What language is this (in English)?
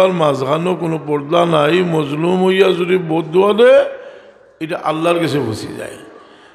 Sylheti